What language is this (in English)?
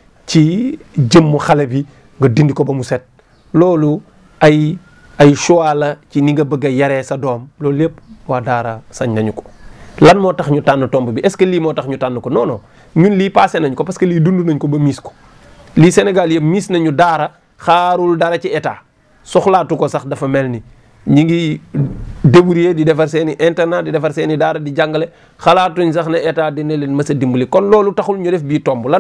Wolof